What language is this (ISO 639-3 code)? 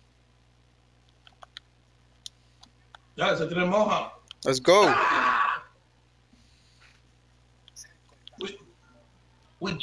spa